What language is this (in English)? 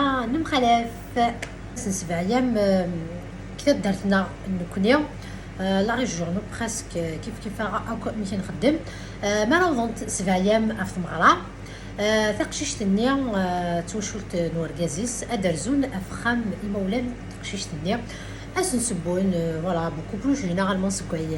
Kabyle